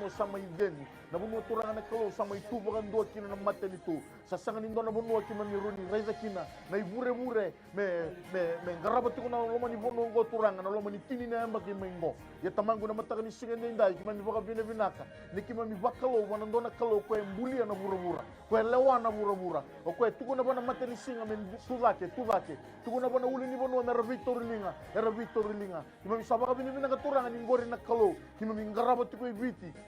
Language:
Fijian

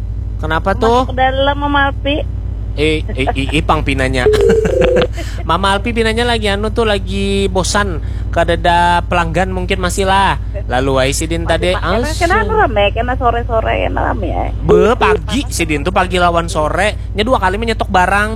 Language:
Banjar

